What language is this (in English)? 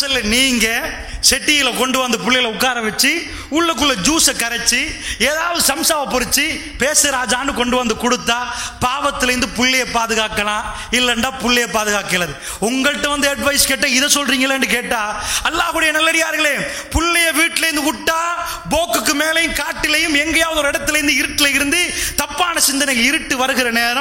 Tamil